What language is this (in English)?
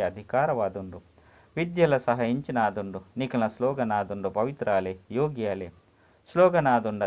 Tulu